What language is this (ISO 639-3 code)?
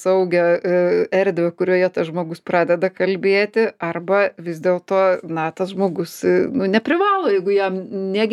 lit